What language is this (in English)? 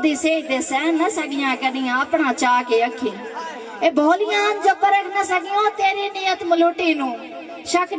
Saraiki